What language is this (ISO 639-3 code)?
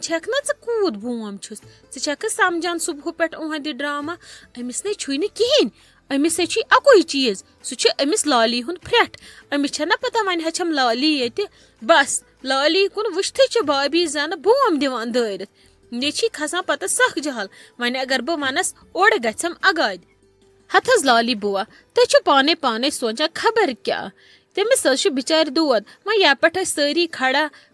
kas